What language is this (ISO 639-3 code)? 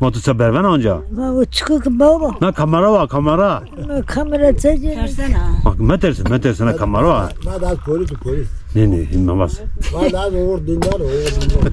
zza